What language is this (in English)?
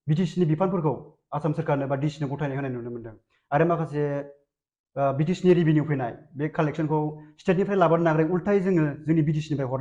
Bodo